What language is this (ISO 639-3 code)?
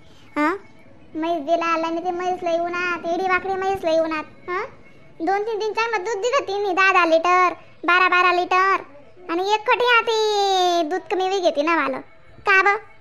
khn